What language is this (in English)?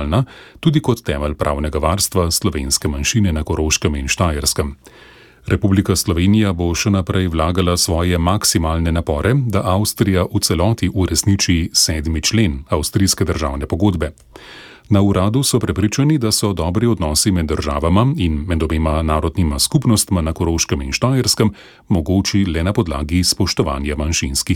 Slovenian